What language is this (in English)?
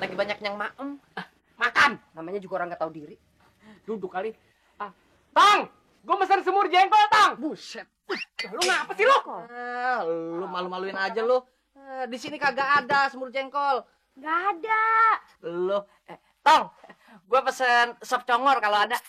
Betawi